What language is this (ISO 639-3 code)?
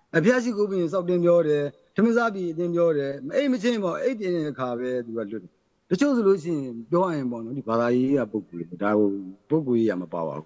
mya